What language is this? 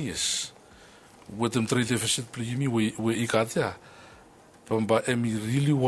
Bislama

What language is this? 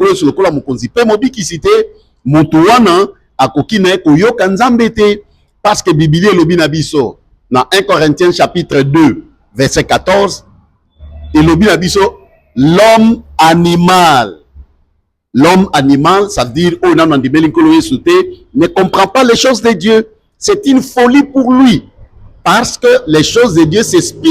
Lingala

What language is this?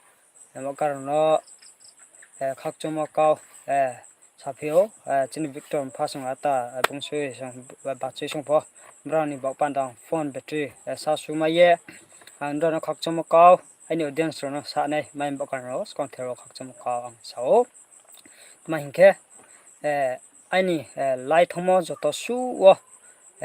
Riang (India)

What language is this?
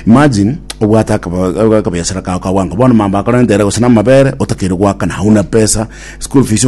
Gusii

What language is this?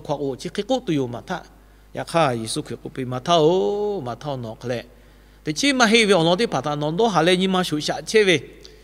Lahu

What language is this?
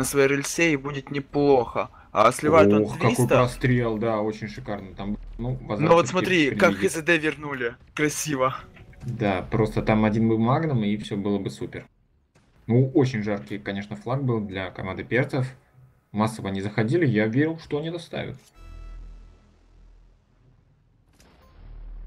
Russian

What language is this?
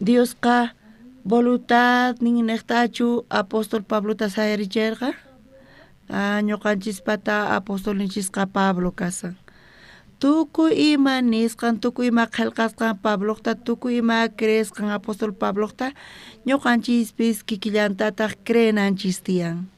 South Bolivian Quechua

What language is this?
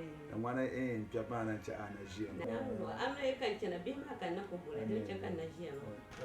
Dagbani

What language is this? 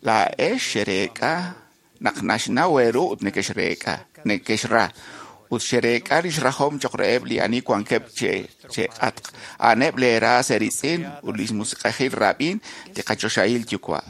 Kekchí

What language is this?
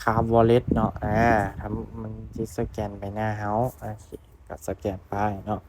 Lao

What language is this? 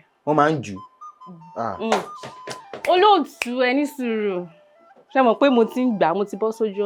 Yoruba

